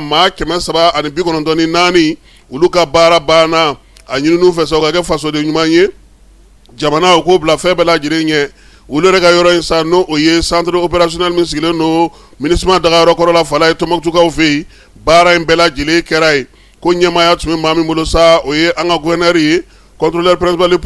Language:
Bambara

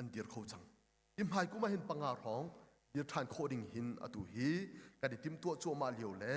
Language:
Hakha Chin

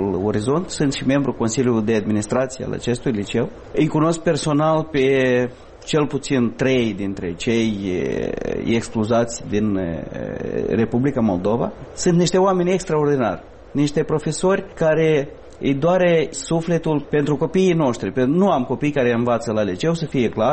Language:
Romanian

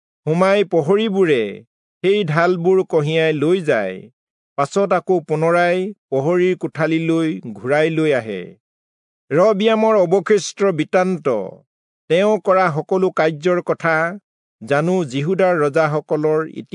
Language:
Assamese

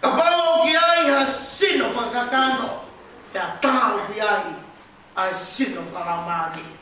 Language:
Tongan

